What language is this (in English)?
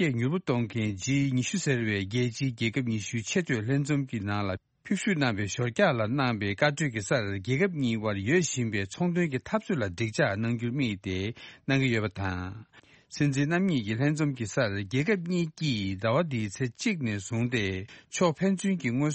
Tibetan